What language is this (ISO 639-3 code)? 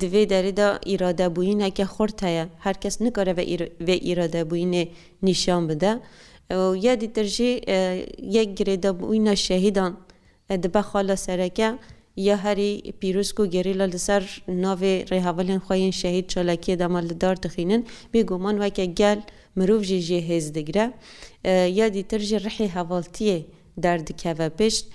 kur